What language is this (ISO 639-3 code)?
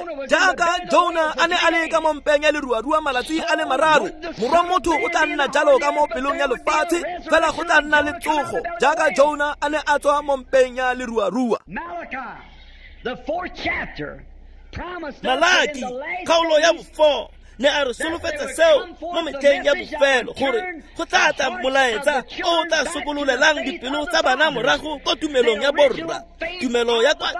tsn